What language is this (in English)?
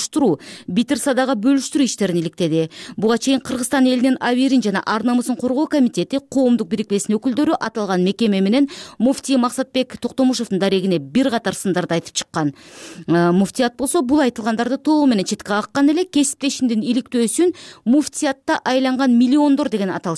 Kyrgyz